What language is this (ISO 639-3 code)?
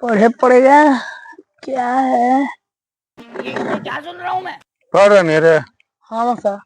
mag